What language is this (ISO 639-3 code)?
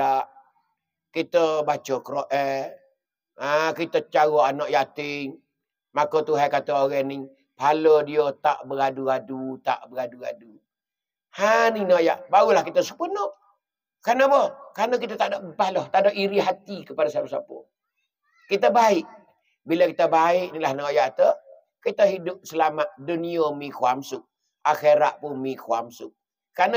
mfa